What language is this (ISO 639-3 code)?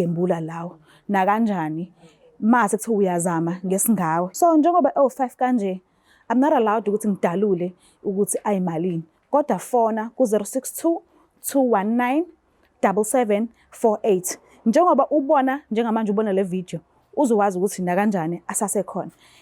zul